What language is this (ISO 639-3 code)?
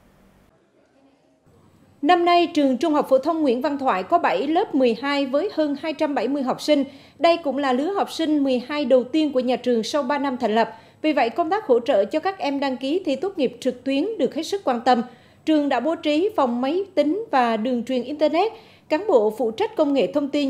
vie